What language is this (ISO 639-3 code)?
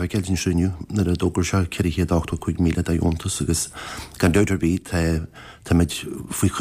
gle